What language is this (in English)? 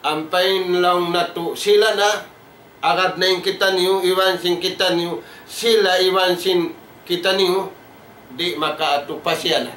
Tausug